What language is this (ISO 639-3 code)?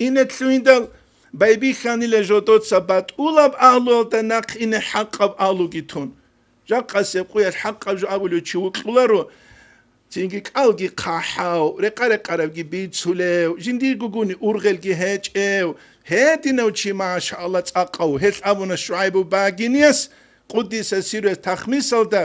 ava